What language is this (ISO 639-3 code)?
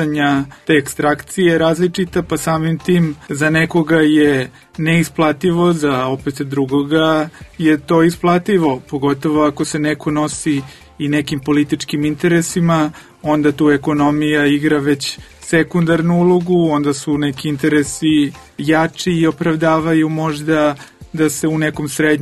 srp